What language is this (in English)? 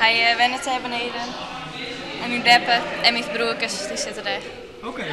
Western Frisian